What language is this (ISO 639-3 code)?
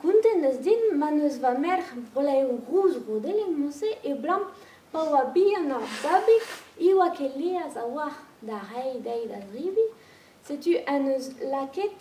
bre